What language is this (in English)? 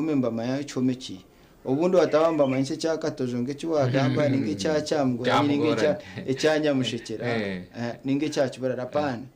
Nyankole